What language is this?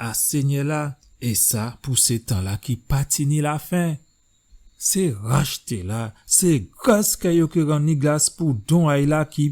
Guadeloupean Creole French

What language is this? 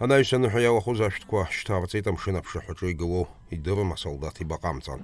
Abkhazian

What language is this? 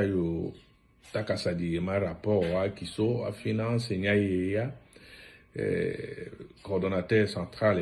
Tetela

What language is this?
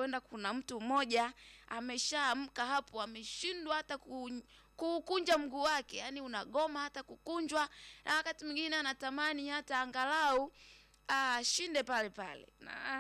Swahili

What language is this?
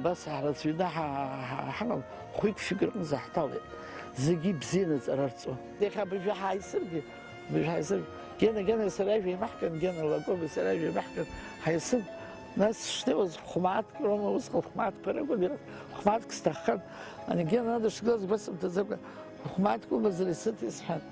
Abkhazian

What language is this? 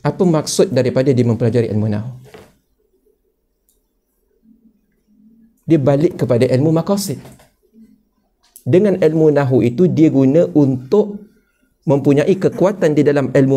Malay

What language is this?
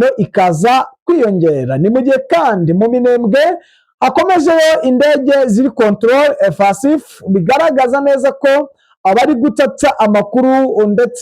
Kinyarwanda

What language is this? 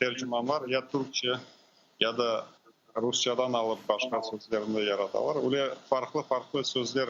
Crimean Tatar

